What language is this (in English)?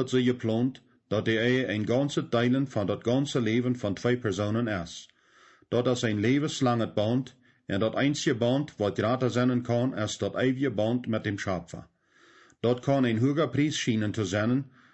Plautdietsch